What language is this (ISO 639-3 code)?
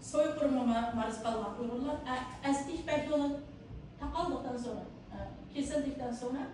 uig